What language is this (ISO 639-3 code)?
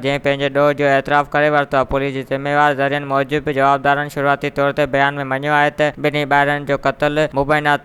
snd